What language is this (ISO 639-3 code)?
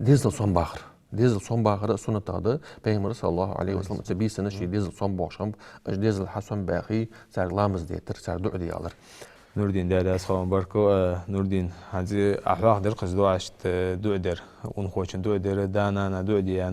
inh